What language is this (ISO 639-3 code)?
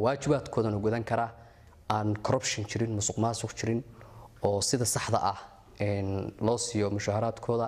som